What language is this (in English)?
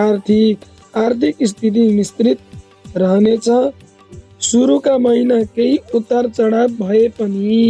Nepali